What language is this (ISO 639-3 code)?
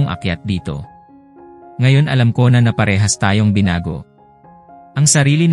fil